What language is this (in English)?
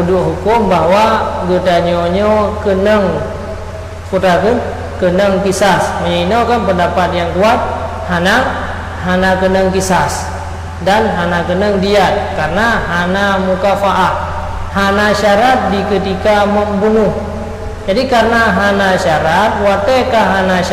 Achinese